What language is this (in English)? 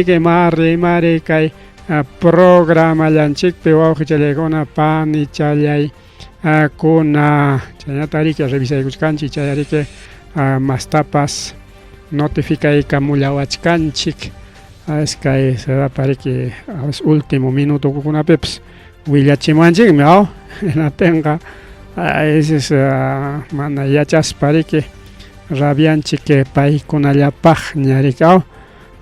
Ayacucho Quechua